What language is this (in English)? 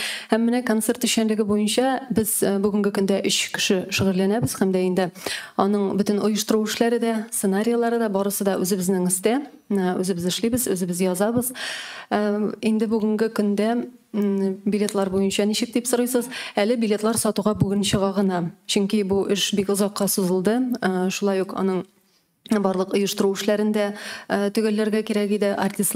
Tatar